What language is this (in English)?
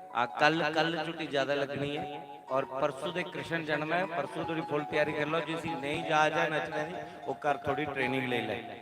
Dogri